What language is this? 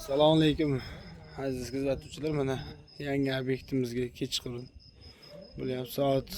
Uzbek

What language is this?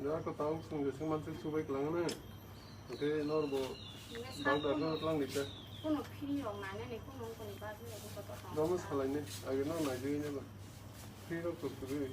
Kok Borok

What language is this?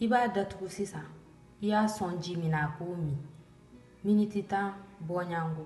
Bambara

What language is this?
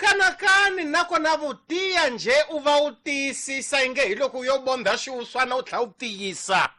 Tsonga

